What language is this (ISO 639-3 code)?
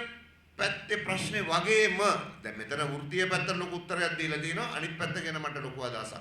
sin